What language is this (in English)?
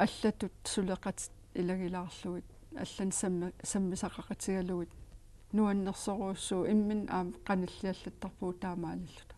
Kalaallisut